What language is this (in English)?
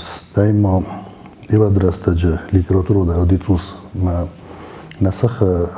Ossetic